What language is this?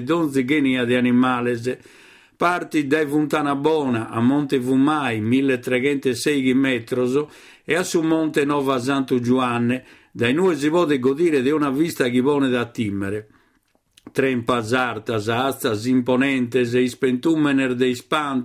Sardinian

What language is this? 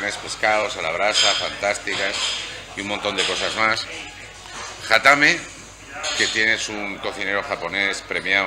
Spanish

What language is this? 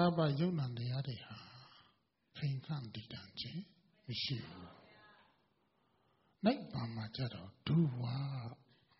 Burmese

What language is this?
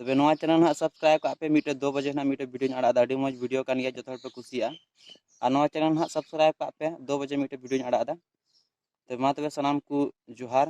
Santali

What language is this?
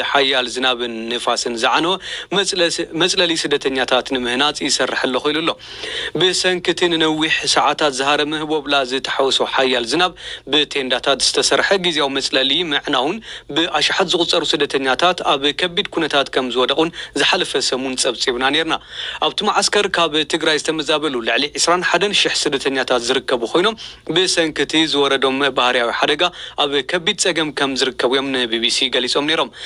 Tigrinya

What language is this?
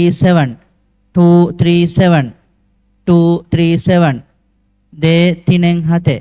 Divehi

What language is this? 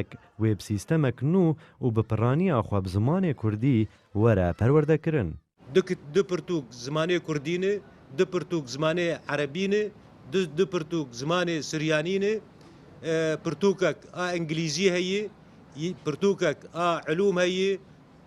Kurdish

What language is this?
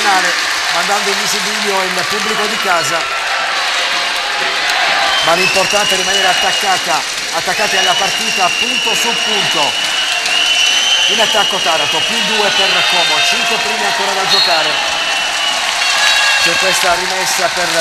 Italian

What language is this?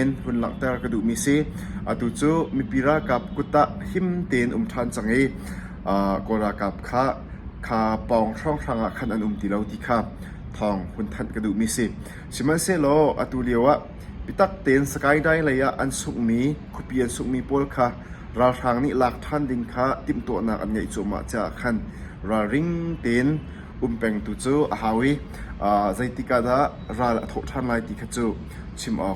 Hakha Chin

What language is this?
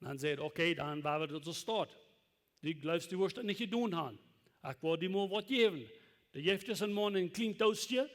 Plautdietsch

